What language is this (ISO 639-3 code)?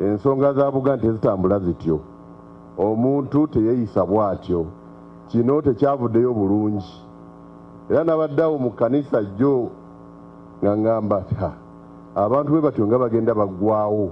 lug